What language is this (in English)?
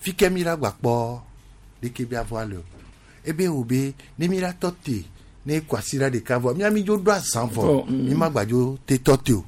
Gen